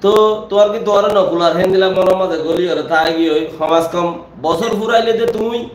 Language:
Rohingya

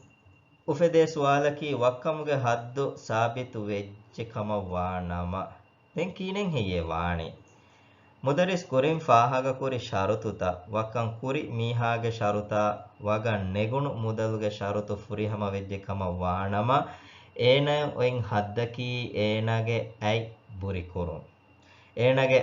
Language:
Divehi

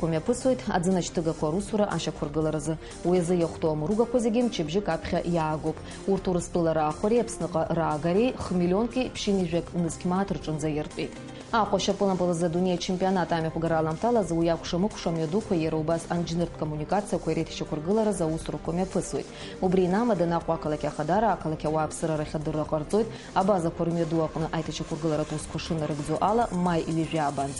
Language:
Abkhazian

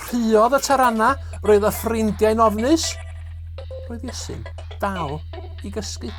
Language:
Welsh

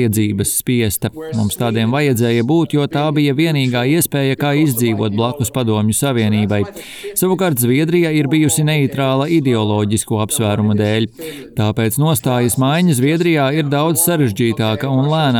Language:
Latvian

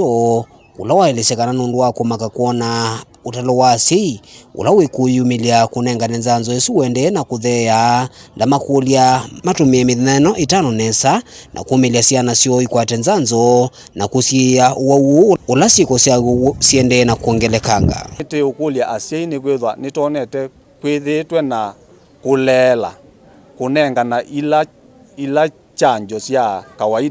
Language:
Kamba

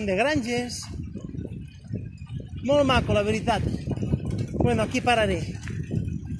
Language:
Catalan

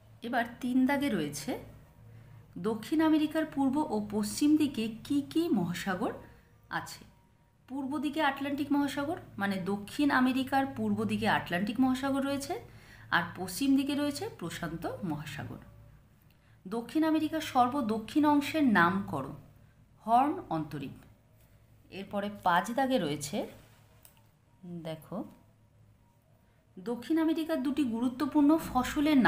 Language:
Bangla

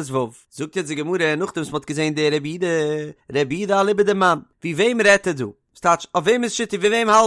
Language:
Yiddish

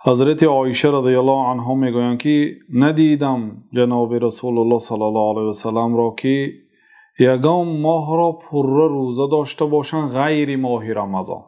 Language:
Tajik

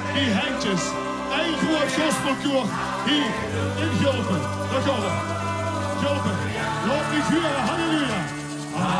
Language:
Limburgish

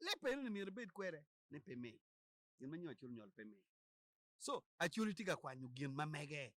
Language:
Acoli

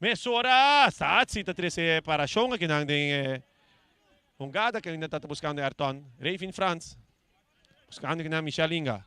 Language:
Papiamento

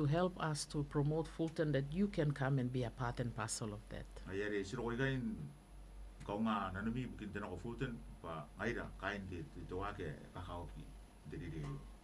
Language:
Gilbertese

